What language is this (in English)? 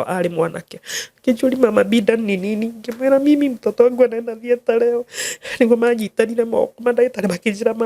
Kikuyu